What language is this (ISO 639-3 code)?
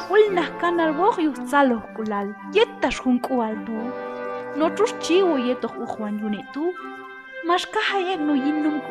kjb